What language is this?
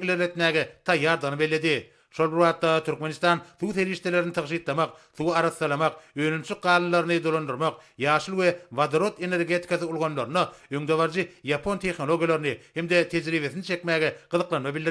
Turkmen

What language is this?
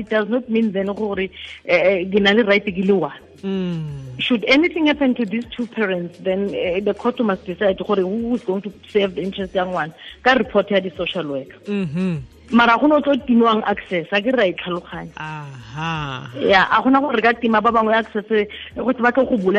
Tswana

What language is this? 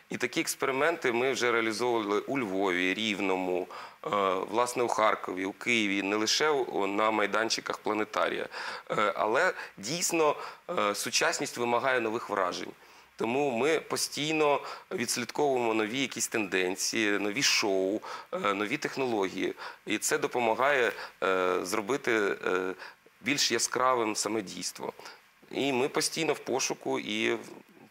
Ukrainian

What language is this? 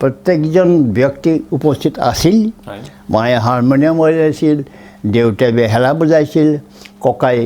Assamese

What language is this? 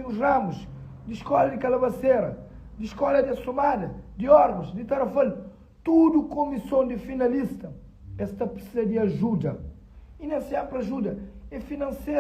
Kabuverdianu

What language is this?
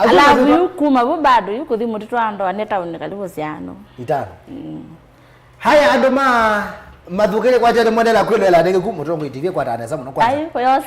Kamba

